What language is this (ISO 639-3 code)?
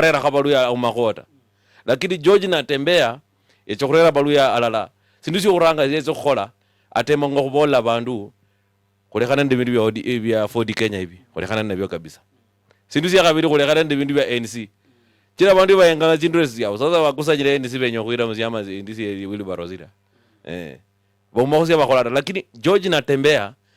luy